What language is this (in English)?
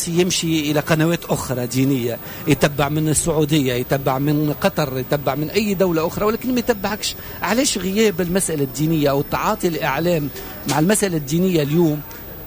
Tunisian Arabic